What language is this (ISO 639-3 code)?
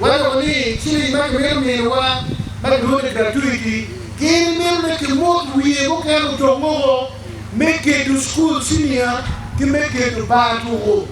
ach